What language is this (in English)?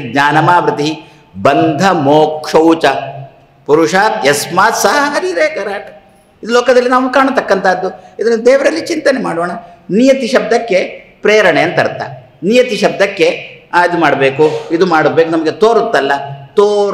Kannada